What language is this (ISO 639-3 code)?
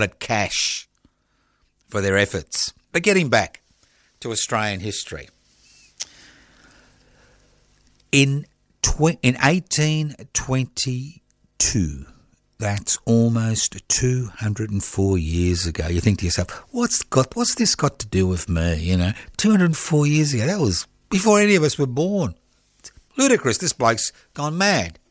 eng